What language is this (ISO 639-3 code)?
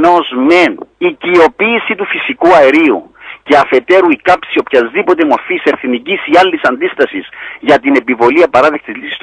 ell